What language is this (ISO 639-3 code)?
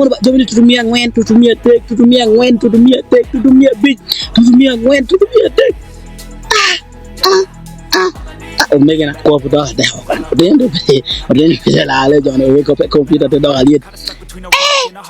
ach